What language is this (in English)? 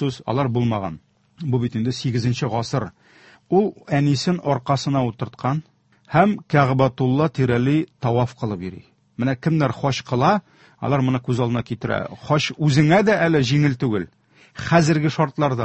Tatar